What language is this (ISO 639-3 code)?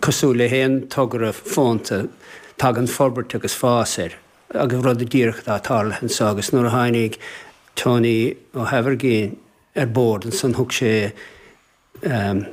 gle